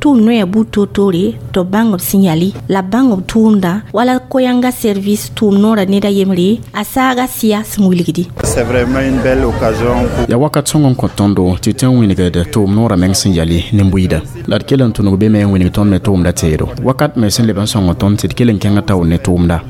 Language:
Mossi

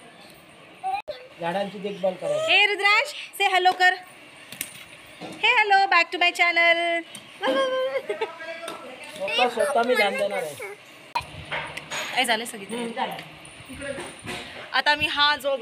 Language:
Marathi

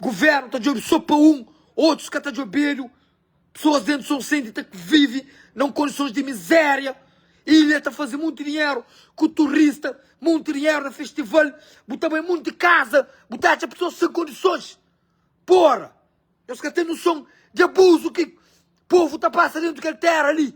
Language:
Kabuverdianu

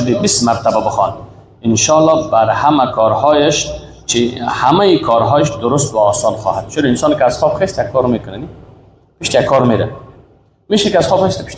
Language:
Persian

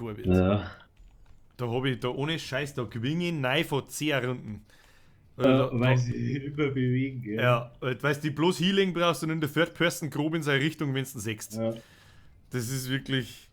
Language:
Bavarian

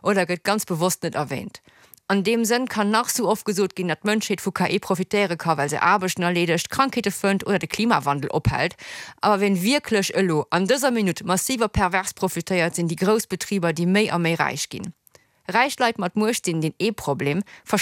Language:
Luxembourgish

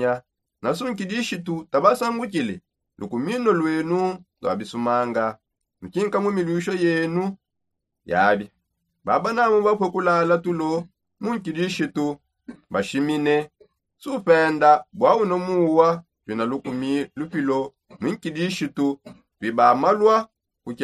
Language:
Songe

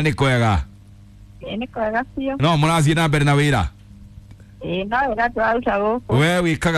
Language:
Kikuyu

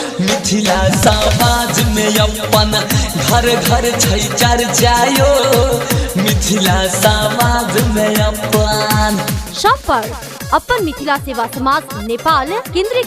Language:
Maithili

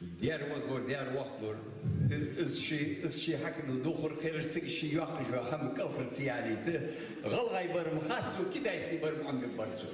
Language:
Ingush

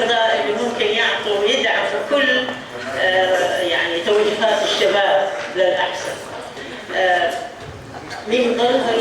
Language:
North Levantine Arabic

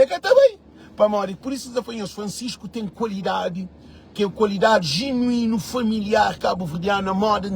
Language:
Kabuverdianu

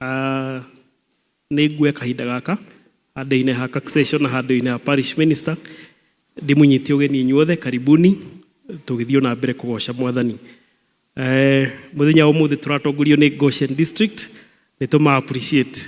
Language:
Kikuyu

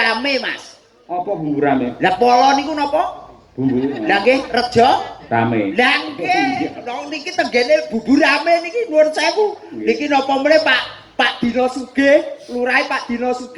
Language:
Javanese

